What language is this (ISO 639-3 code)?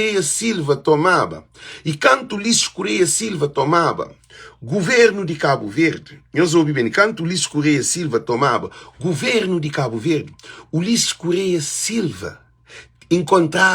kea